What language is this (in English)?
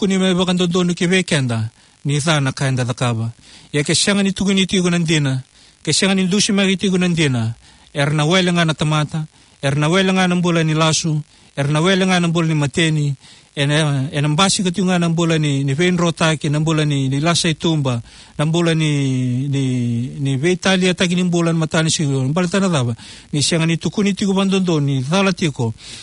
Fijian